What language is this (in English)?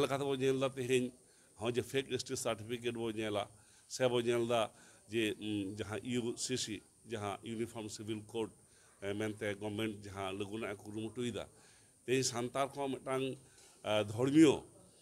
Santali